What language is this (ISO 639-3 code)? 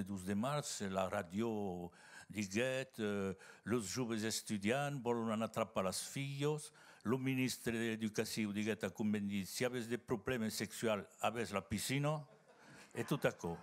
oci